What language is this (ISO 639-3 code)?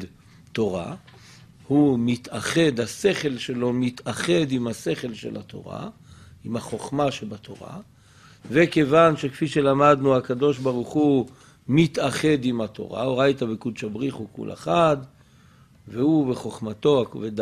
heb